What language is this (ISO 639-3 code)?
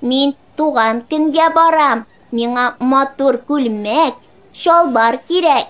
tat